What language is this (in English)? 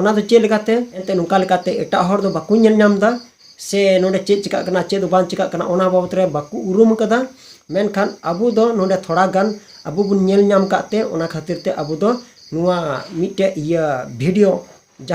Santali